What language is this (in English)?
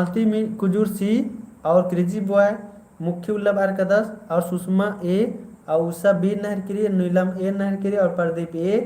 Kurukh